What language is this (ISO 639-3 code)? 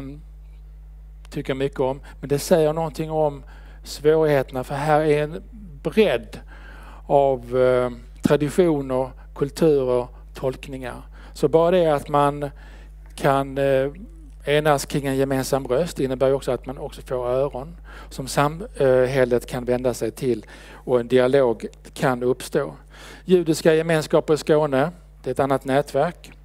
swe